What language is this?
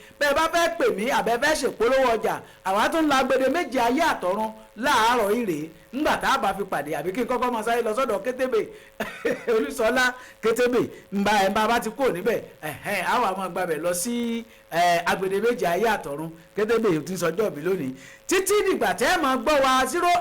Yoruba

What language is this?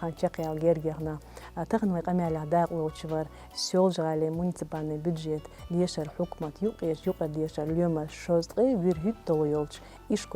Chechen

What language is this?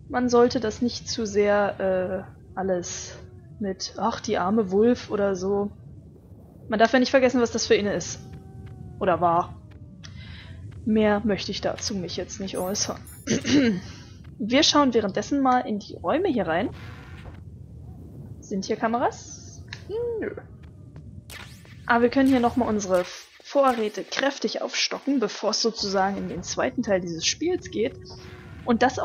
German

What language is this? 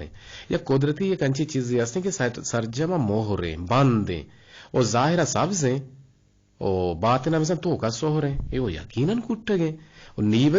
Eastern Balochi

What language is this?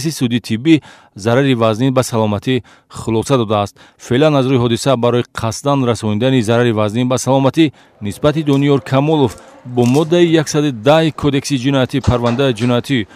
Tajik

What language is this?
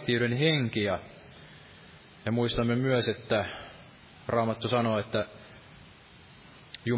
Finnish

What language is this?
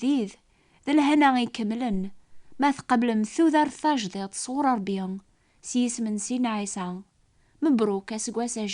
Kabyle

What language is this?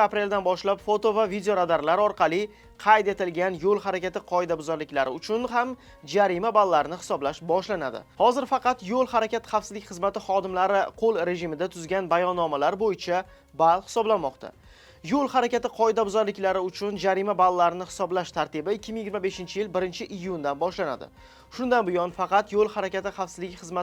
Uzbek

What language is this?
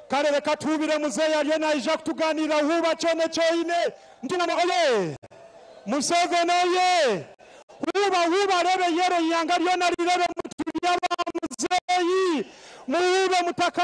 Nyankole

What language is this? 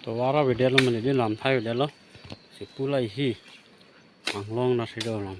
Karbi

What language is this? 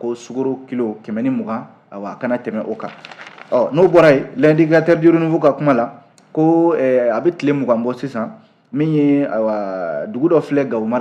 Bambara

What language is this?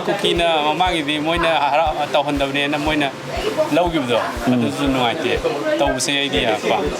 Manipuri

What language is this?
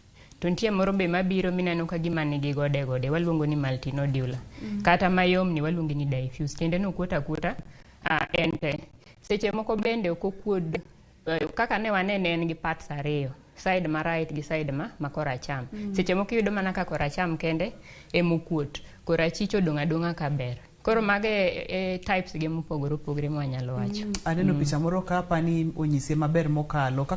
Luo (Kenya and Tanzania)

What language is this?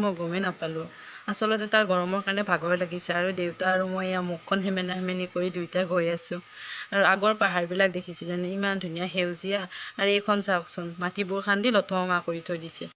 Assamese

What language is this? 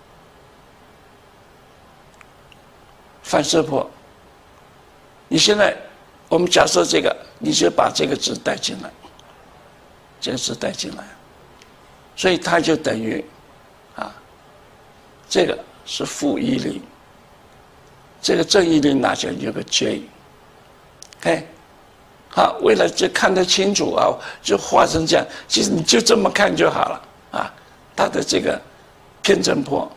Chinese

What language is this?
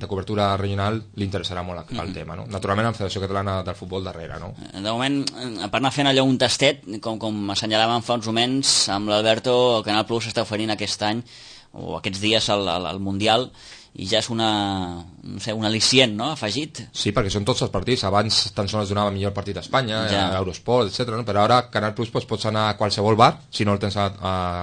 Catalan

